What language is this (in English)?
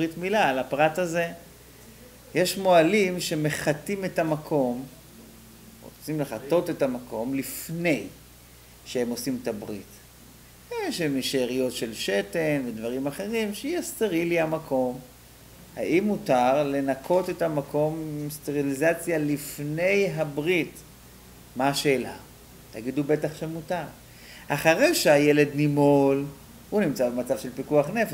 Hebrew